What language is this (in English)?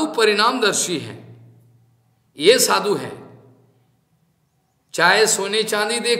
Hindi